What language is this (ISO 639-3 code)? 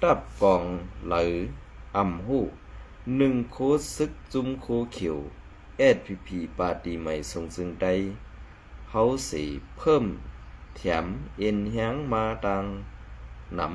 shn